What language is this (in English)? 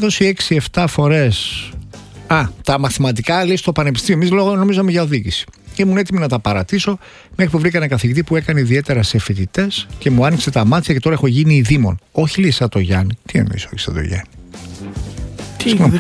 Greek